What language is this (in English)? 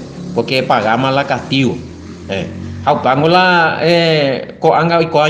Guarani